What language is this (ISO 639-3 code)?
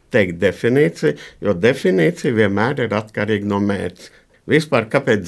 lav